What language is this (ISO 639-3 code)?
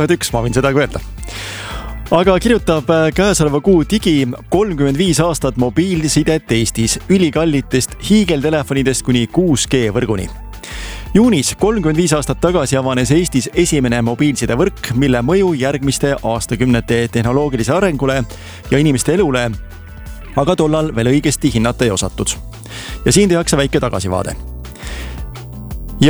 est